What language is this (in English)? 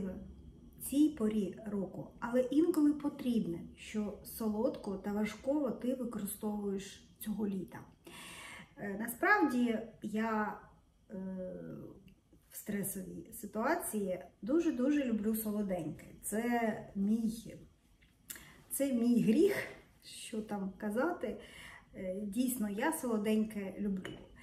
Ukrainian